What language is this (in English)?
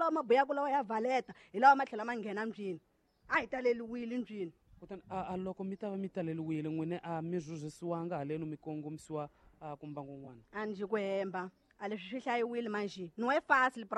Tsonga